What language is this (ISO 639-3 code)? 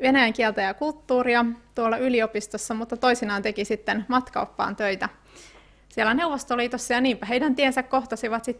fin